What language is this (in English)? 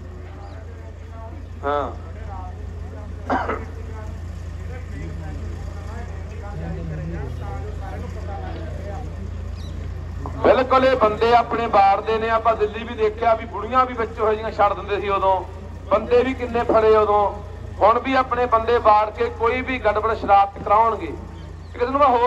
Punjabi